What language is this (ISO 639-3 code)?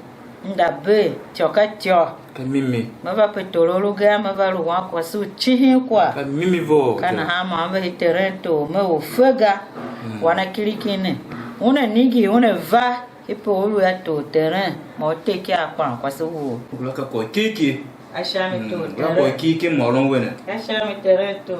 tiv